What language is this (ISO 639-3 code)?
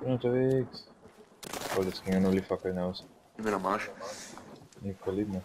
bar